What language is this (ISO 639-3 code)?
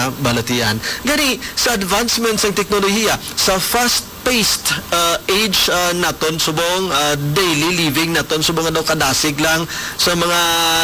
hil